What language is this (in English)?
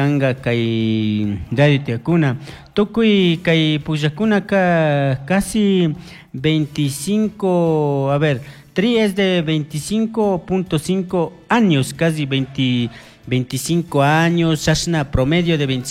Chimborazo Highland Quichua